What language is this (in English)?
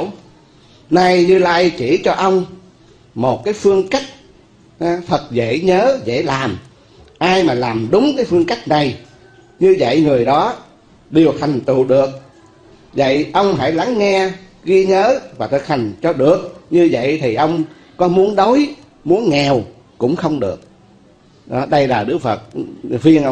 Vietnamese